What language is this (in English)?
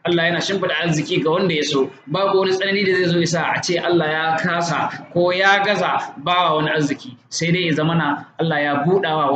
Hausa